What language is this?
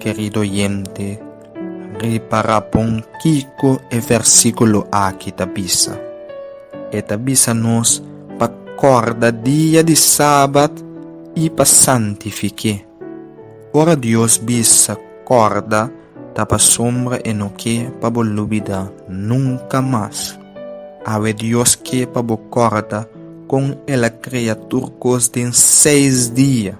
Papiamento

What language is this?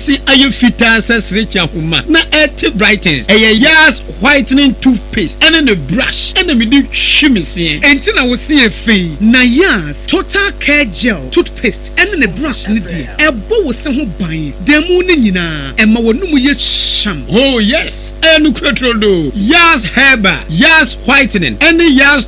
Akan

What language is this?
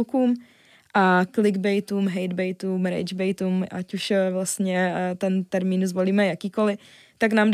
Czech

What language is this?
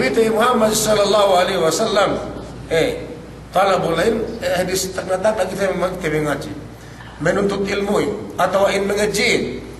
Yakan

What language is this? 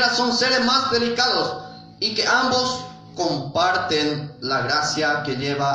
Guarani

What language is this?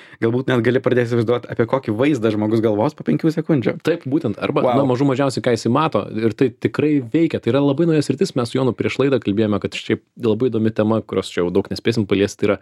Lithuanian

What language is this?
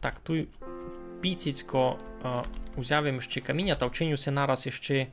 Rusyn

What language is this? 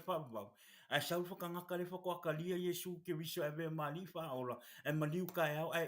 Samoan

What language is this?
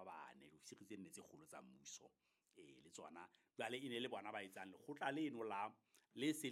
Southern Sotho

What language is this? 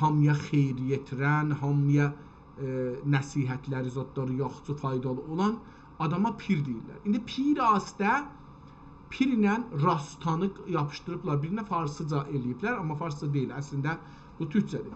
South Azerbaijani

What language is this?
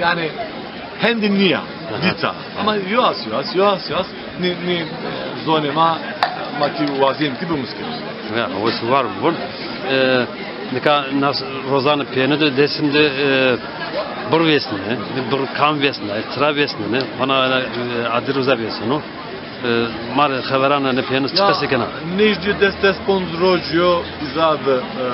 Zaza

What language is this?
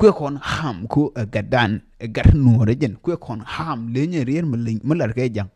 Nuer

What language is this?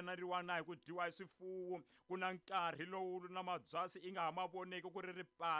Tsonga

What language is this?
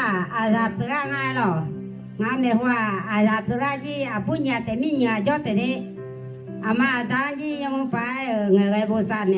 Akha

